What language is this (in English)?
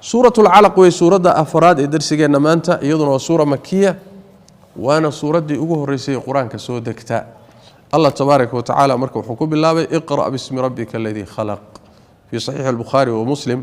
Somali